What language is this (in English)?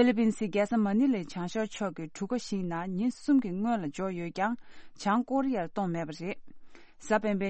Tibetan